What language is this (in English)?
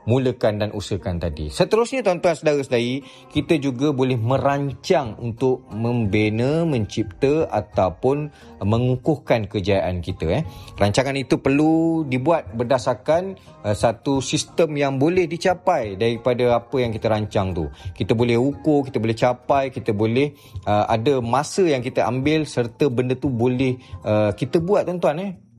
Malay